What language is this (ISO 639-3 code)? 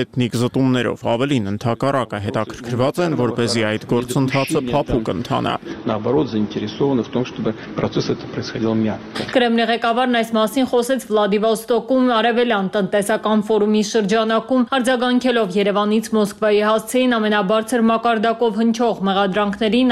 hye